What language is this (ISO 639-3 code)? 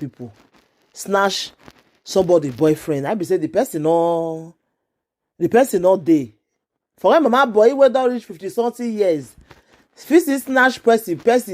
pcm